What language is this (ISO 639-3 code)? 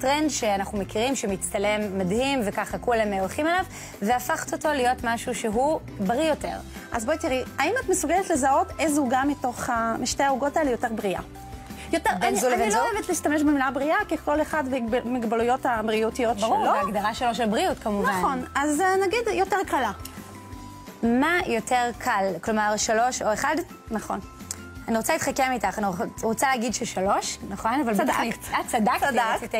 heb